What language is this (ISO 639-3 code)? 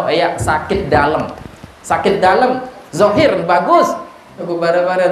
sas